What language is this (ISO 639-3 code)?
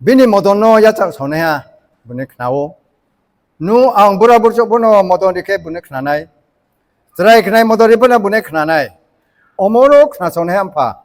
ria